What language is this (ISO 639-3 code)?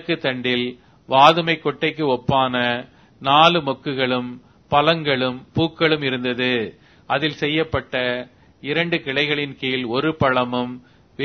tam